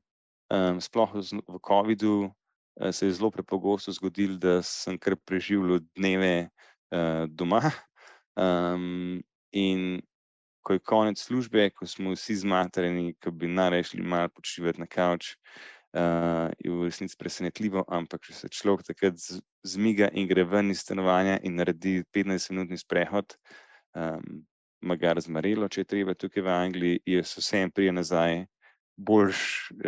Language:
Slovenian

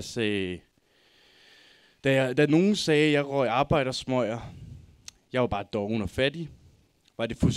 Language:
Danish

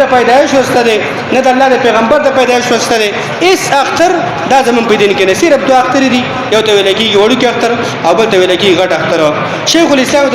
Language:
Pashto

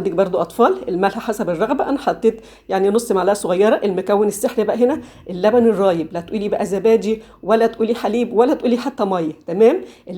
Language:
Egyptian Arabic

